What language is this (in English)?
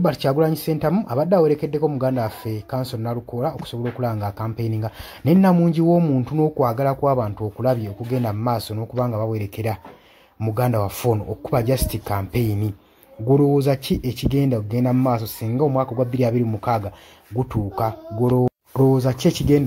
Ganda